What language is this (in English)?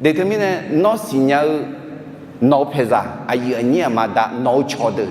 Akha